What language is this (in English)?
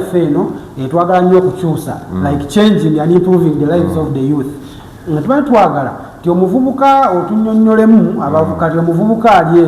Ganda